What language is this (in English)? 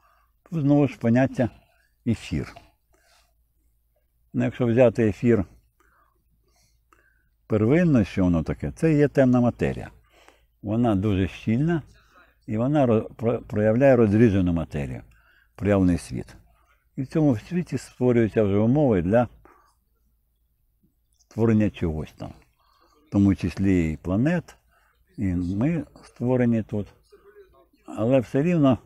Ukrainian